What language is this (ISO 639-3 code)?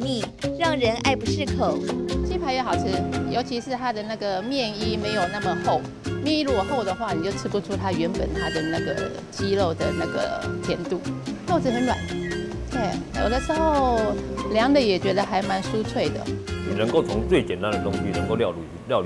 zho